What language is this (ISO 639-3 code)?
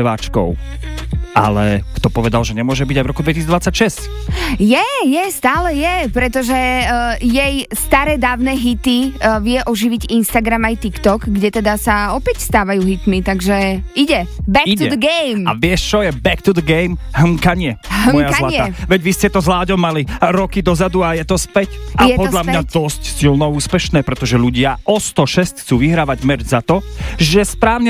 slk